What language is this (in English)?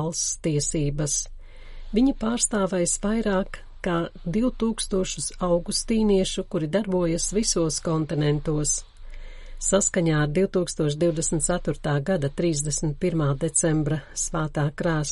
Latvian